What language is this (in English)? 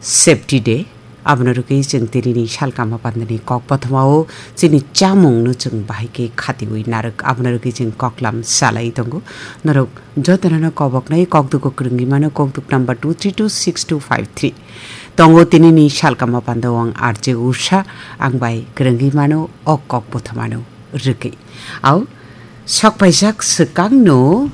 Kok Borok